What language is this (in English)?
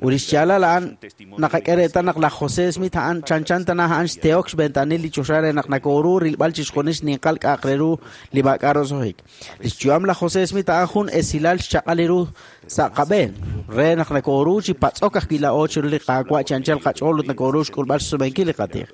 Kekchí